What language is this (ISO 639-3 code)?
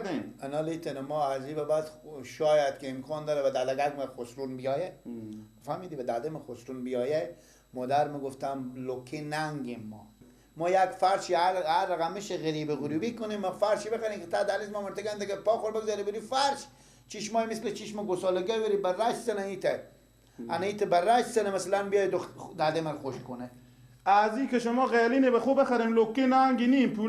fas